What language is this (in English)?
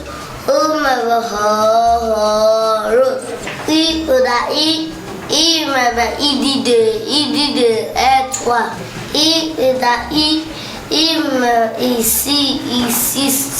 Igbo